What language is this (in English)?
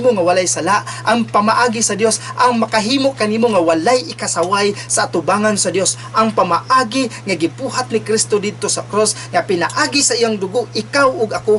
Cebuano